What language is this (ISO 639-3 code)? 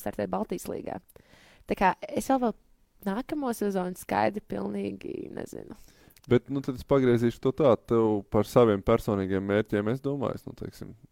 lav